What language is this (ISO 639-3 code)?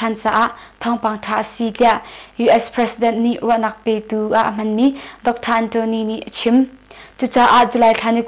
cnh